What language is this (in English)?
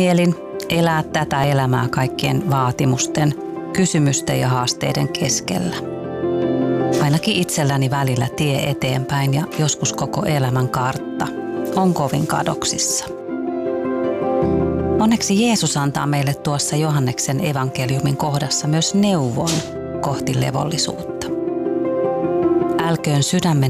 Finnish